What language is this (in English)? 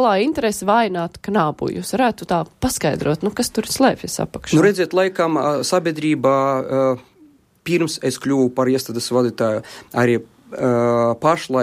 Latvian